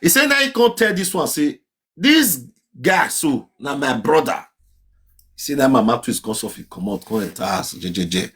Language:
Nigerian Pidgin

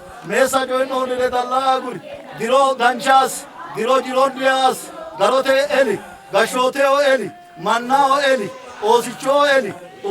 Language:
Sidamo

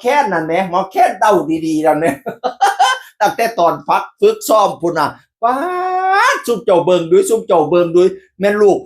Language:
Northeastern Thai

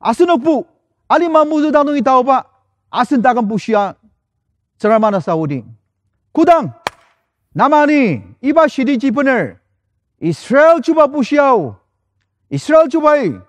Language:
Ao Naga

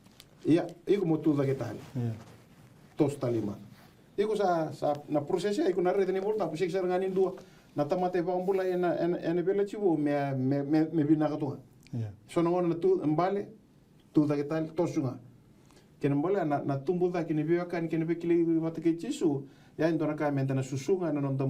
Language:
Fijian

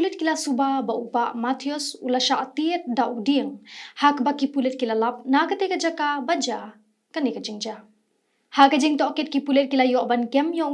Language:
Khasi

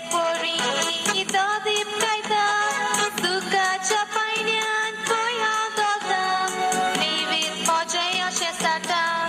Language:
Konkani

